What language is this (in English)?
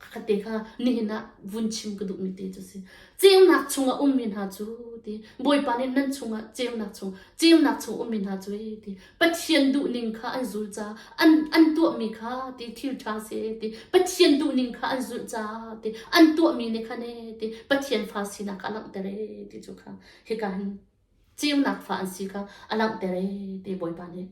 Hakha Chin